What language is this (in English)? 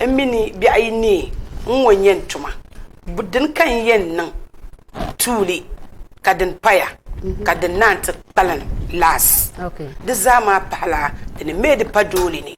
Dagbani